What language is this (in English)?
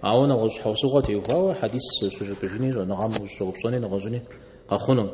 Kabardian